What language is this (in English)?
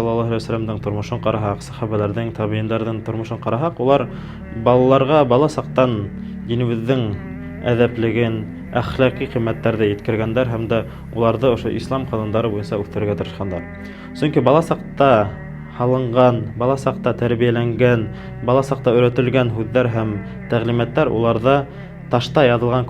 Bashkir